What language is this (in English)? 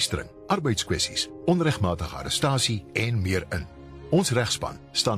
Afrikaans